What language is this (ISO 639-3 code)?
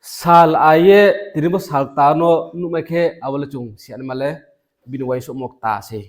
ria